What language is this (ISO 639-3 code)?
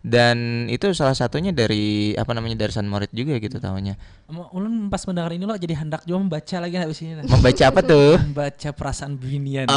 bjn